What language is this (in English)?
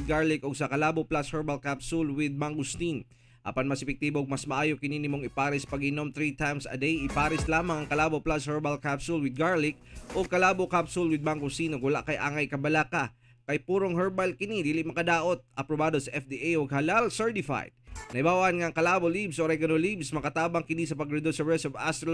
Cebuano